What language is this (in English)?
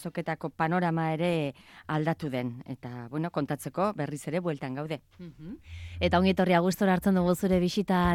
Basque